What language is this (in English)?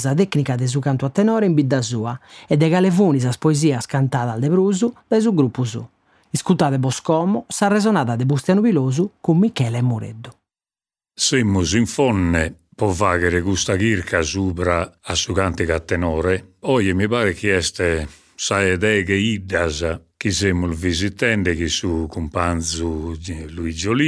Sardinian